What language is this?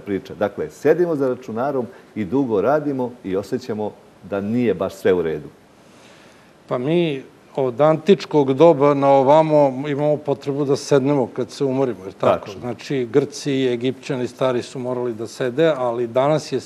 Serbian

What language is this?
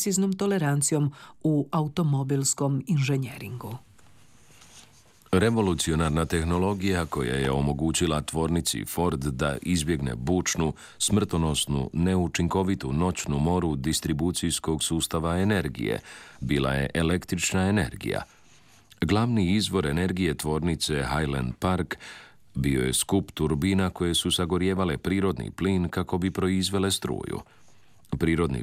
Croatian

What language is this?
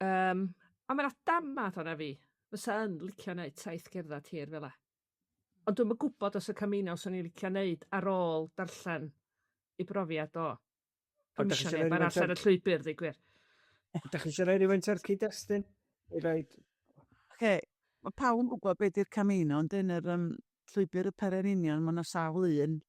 Welsh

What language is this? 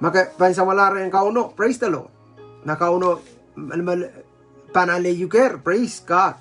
Pohnpeian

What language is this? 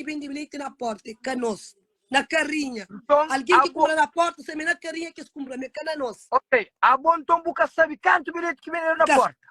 Kabuverdianu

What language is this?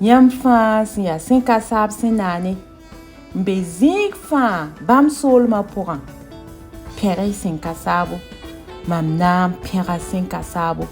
Mossi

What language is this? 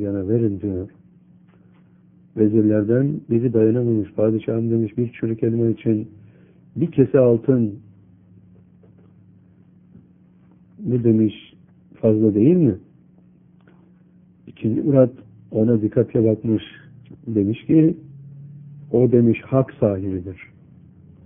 Turkish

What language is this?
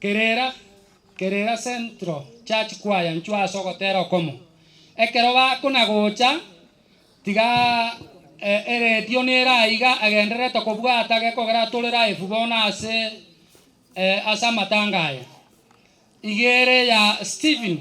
Gusii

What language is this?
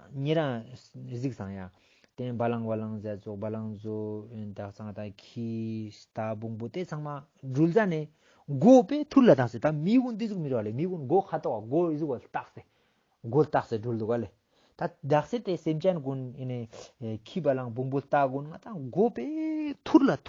Ladakhi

